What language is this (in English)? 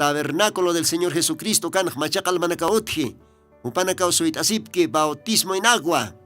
Aymara